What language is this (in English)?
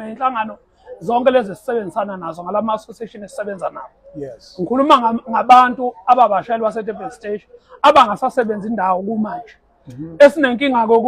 Zulu